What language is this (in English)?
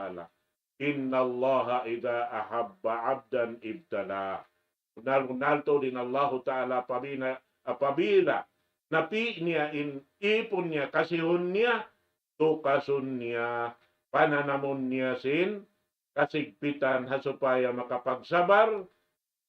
Tausug